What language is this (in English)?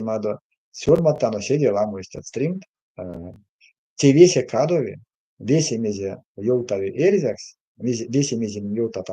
Erzya